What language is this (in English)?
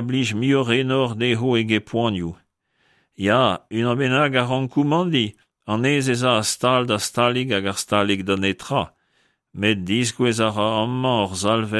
Breton